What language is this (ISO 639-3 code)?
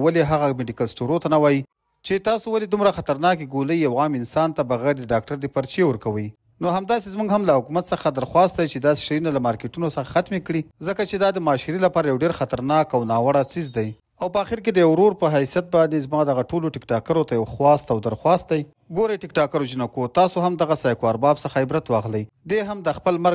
pus